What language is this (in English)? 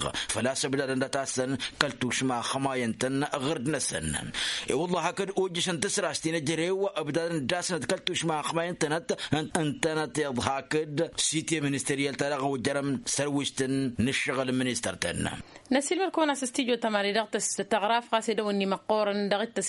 Tamasheq